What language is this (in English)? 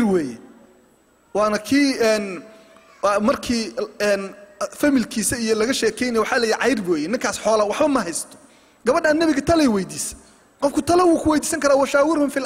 Somali